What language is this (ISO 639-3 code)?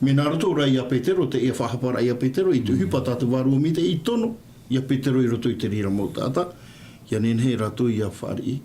tah